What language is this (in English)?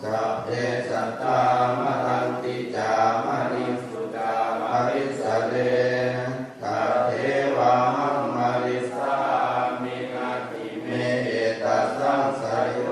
Pali